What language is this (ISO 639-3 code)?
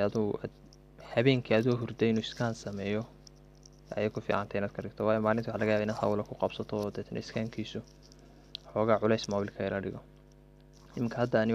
som